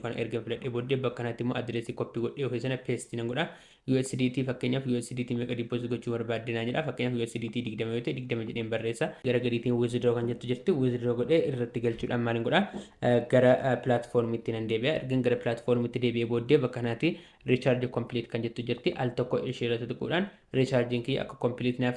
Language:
Oromo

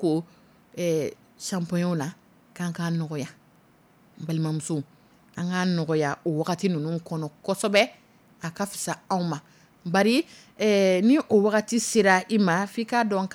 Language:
Dyula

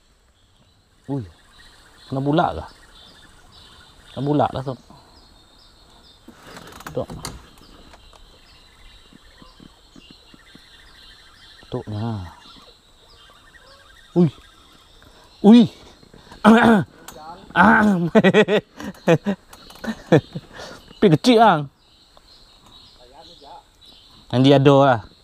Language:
Malay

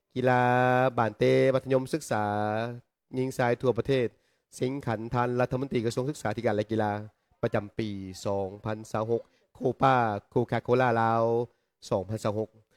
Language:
Lao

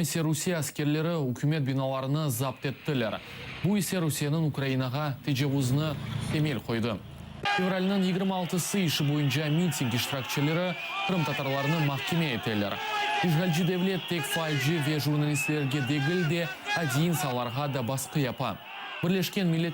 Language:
Crimean Tatar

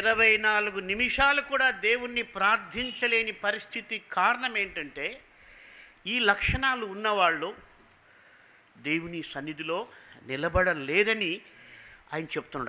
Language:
Telugu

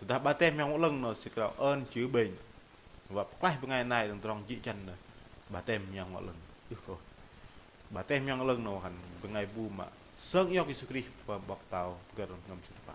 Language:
Bahnar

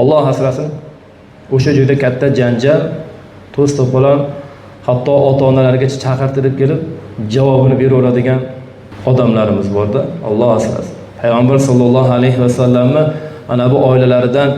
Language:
Uzbek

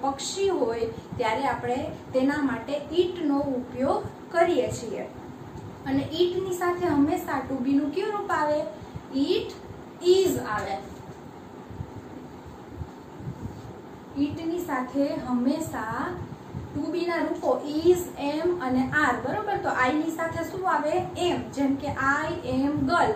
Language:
Gujarati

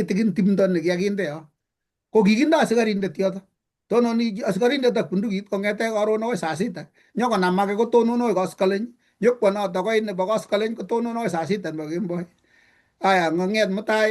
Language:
Kalenjin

